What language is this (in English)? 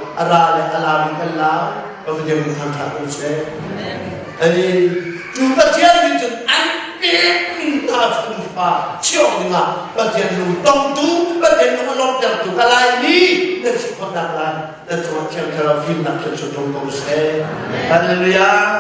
Hakha Chin